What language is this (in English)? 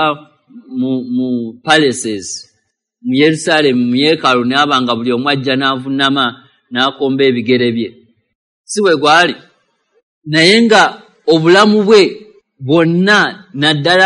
Ganda